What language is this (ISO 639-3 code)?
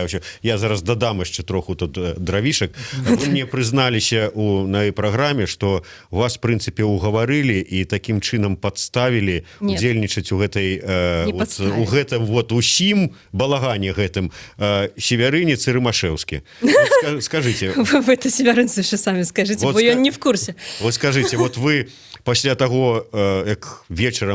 bel